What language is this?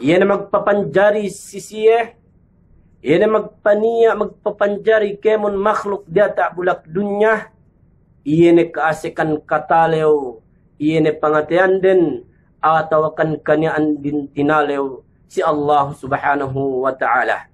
Yakan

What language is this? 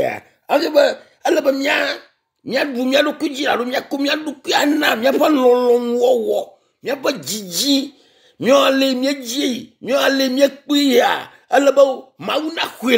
Ewe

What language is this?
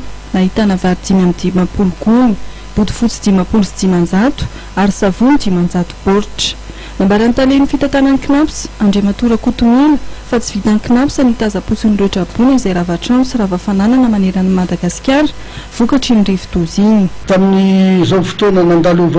Malagasy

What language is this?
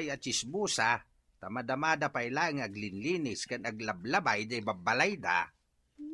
Iloko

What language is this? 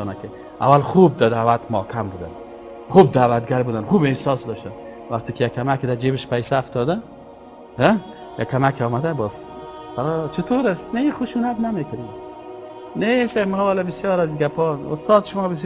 Persian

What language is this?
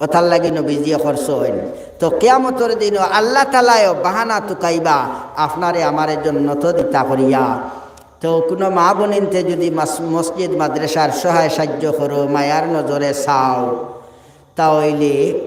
Sylheti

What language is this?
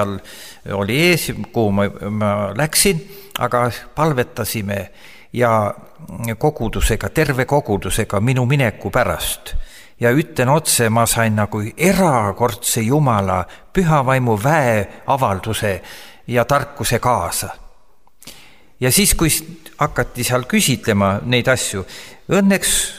Estonian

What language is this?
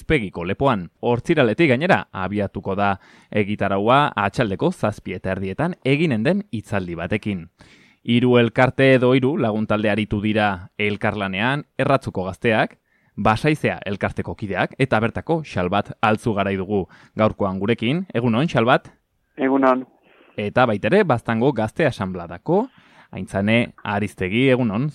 Basque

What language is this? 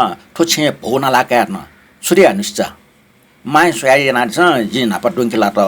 Newari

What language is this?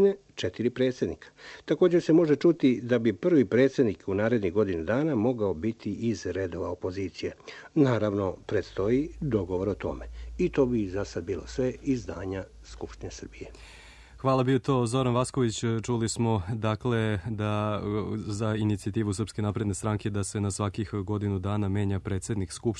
Serbian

